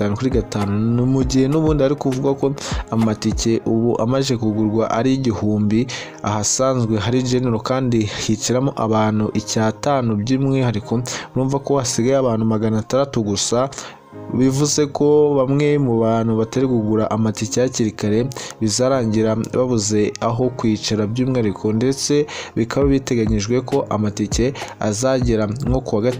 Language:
Kinyarwanda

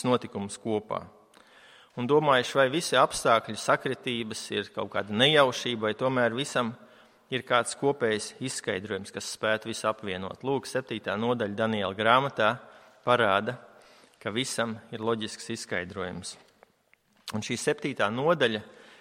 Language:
Latvian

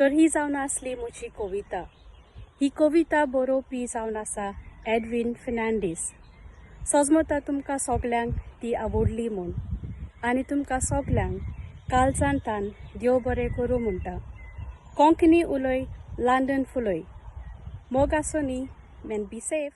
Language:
Konkani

